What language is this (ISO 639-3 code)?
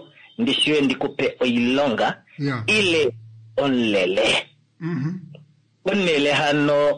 kua